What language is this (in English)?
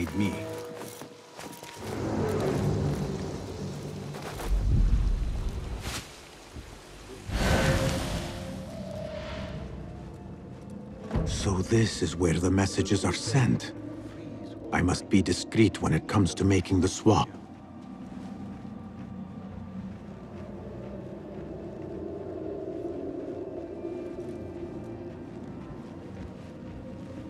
English